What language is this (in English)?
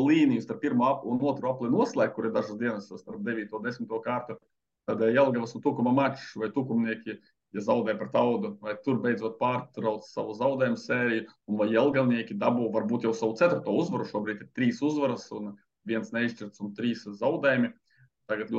Latvian